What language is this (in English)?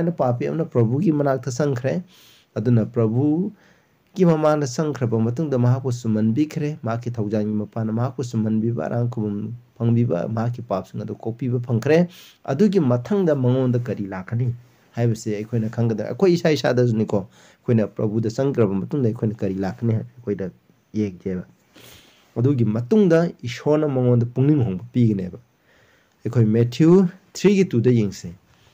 Manipuri